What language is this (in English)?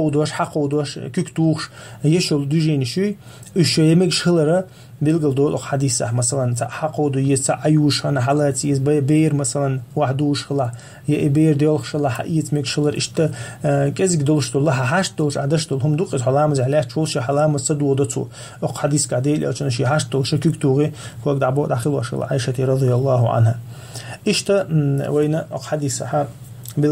Chechen